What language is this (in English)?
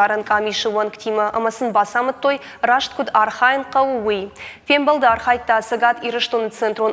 Ossetic